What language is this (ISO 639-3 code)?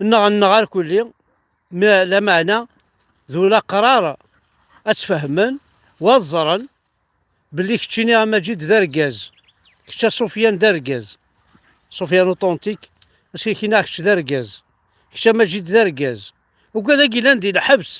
kab